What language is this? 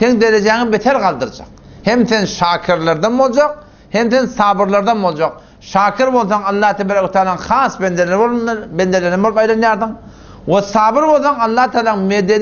Turkmen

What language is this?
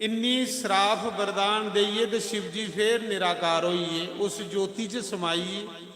Dogri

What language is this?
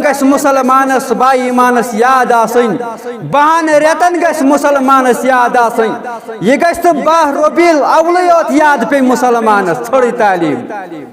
Kashmiri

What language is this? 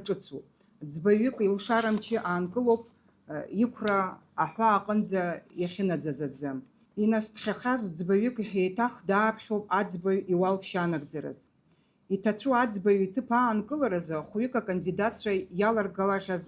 Abkhazian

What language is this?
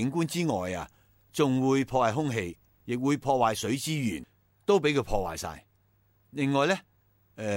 Cantonese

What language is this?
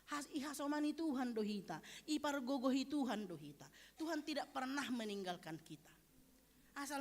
Batak Simalungun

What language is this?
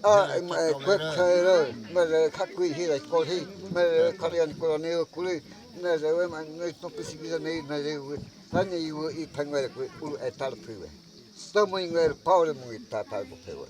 Guajajára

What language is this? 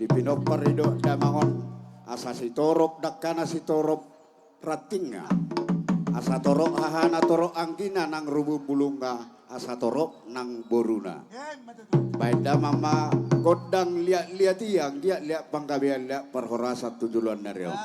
Batak Toba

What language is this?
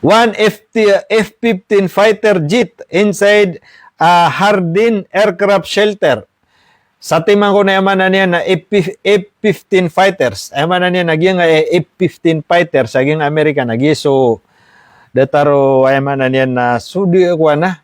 Maranao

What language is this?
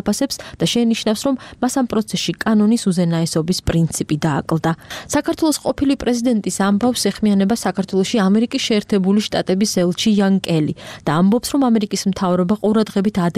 Georgian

